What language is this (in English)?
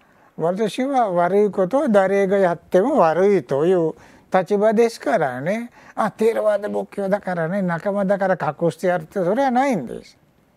Japanese